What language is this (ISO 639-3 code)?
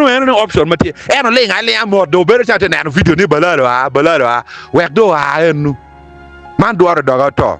ach